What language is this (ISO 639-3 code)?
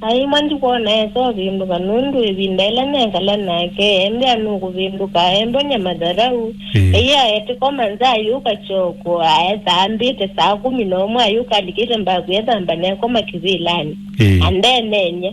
kam